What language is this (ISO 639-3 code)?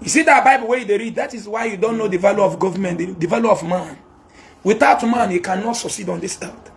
ibo